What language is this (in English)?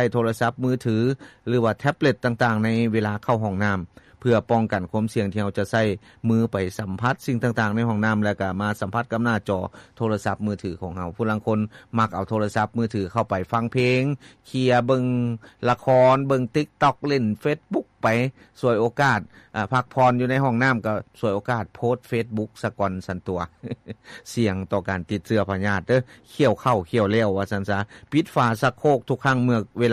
Lao